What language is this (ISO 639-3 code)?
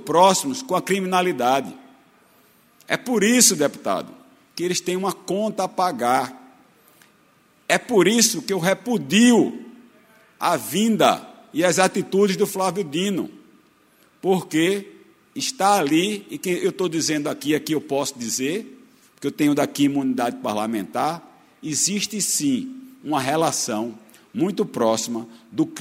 por